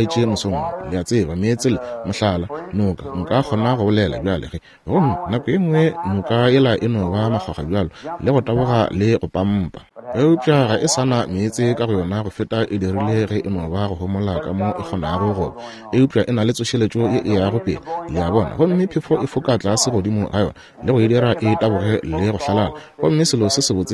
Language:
Northern Sotho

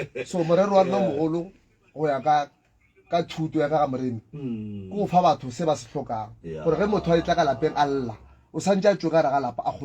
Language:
Northern Sotho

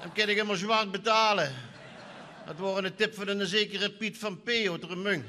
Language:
Limburgish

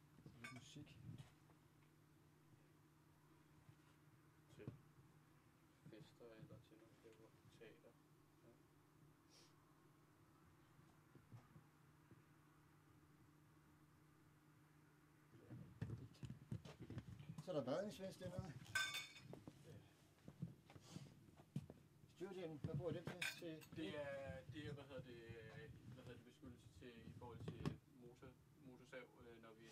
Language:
Danish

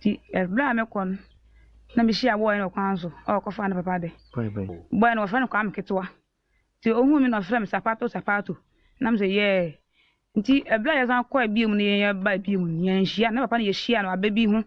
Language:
Akan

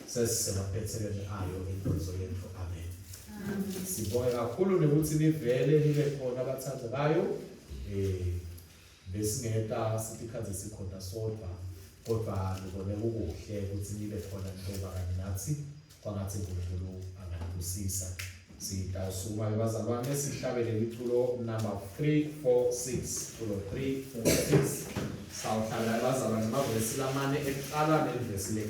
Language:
Swati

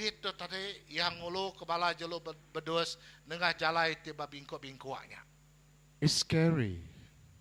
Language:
Iban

